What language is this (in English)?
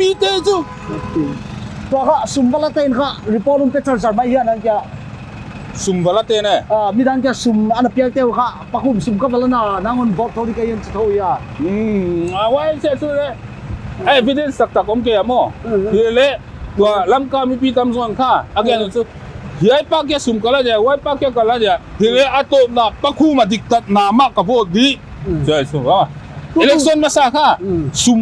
Paite Chin